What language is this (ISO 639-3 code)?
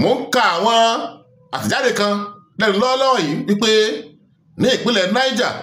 yor